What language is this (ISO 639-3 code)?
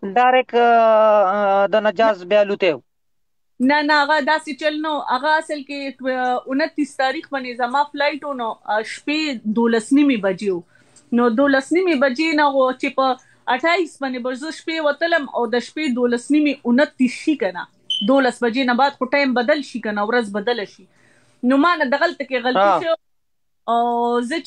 pus